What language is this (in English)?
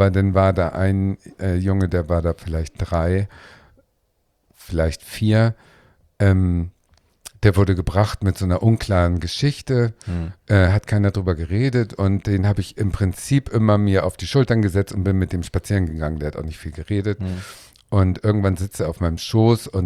German